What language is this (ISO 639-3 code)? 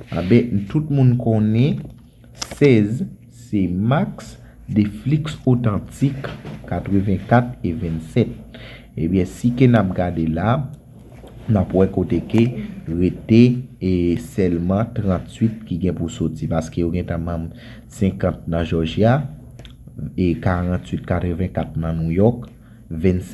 hat